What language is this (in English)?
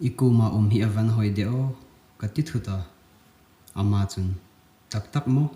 Hmar